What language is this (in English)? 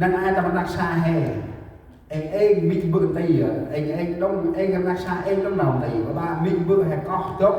Central Mnong